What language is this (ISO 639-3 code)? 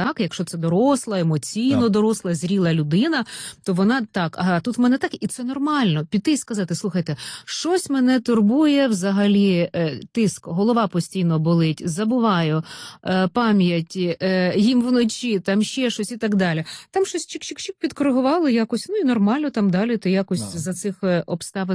ukr